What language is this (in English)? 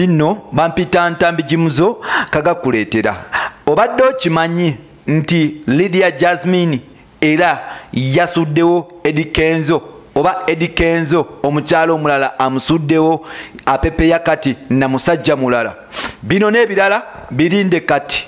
Ganda